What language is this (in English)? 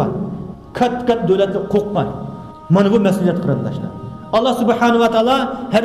Uyghur